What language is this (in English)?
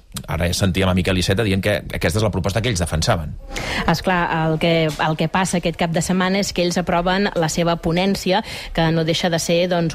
Catalan